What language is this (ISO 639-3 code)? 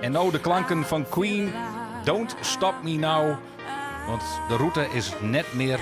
fry